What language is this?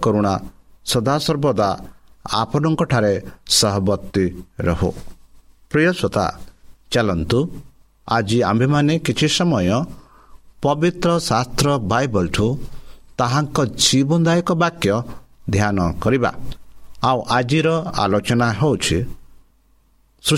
Odia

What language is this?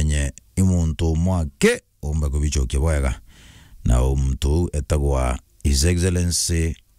Meru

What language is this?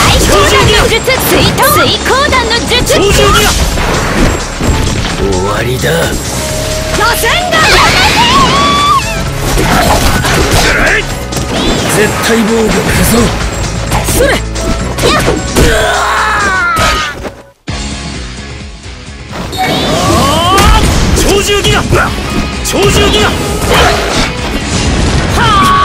Japanese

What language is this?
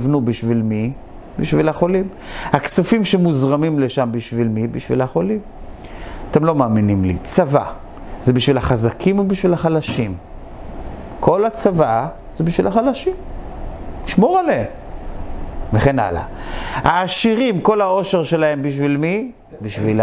Hebrew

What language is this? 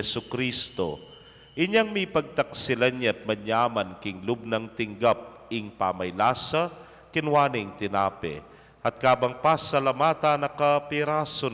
Pampanga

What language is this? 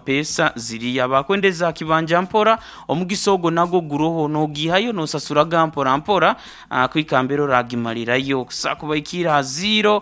Nyoro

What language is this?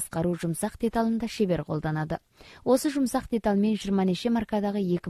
Kazakh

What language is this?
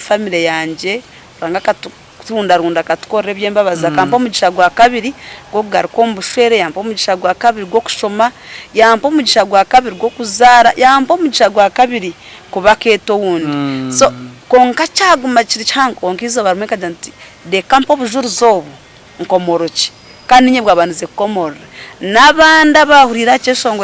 Nyankole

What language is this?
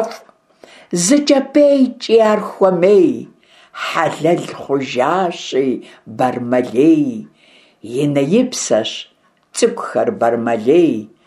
Kabardian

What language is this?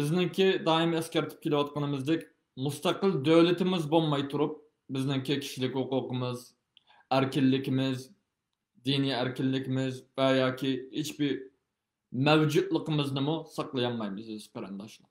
Uyghur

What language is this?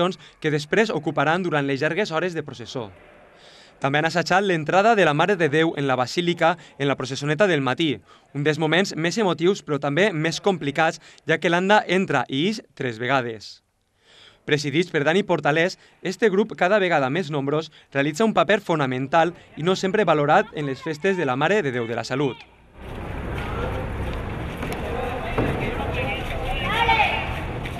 Catalan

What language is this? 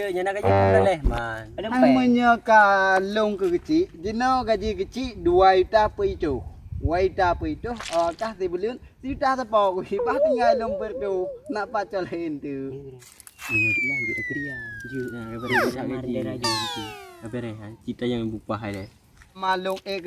Achinese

